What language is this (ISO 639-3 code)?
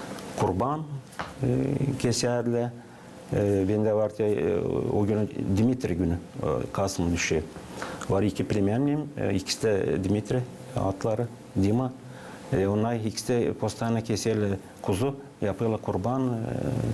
gag